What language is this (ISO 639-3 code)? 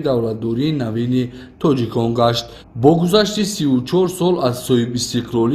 tgk